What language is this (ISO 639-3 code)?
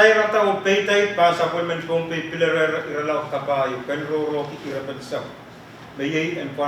pon